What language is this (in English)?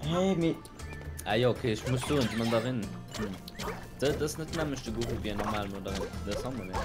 Luxembourgish